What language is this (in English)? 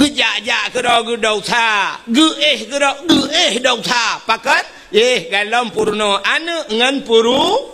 Achinese